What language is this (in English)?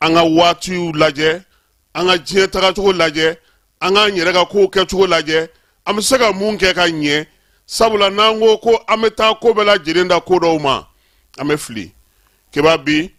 Bambara